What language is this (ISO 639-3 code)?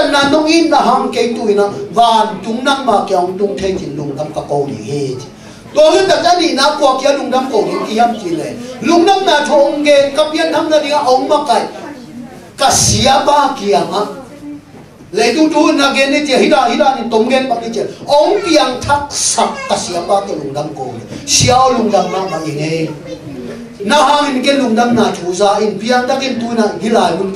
ctd